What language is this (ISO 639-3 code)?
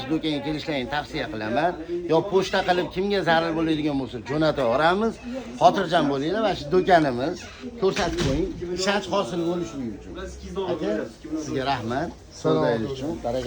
uzb